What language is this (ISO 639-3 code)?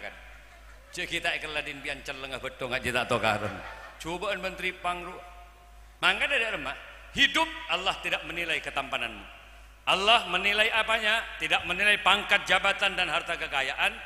mad